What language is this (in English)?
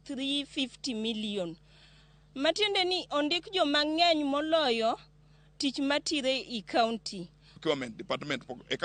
Luo (Kenya and Tanzania)